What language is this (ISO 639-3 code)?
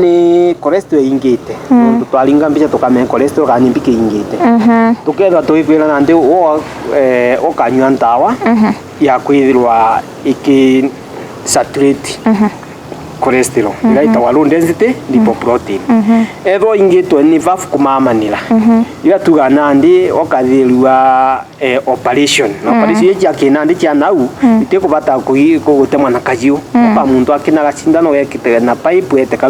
mer